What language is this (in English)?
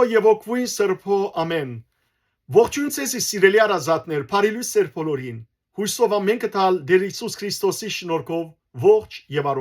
Western Armenian